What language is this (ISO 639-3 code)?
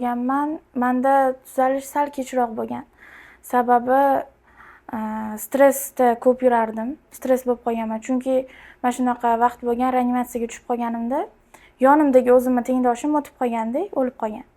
uzb